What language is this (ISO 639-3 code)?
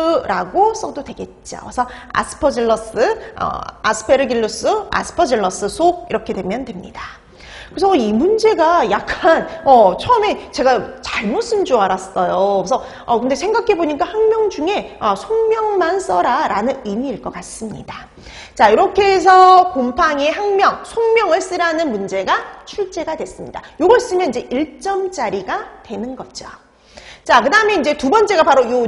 kor